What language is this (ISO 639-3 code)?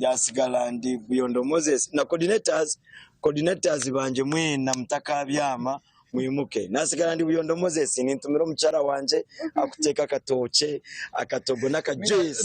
nyn